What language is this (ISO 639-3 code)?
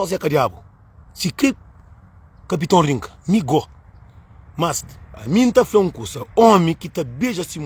kea